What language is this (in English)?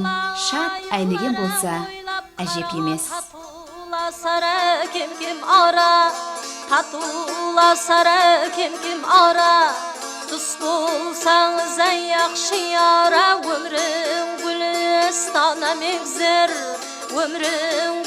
Kara-Kalpak